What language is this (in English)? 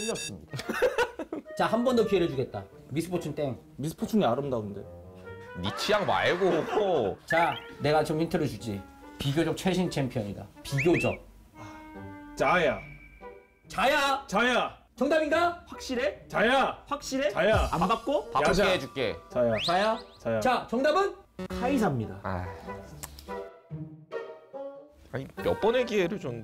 Korean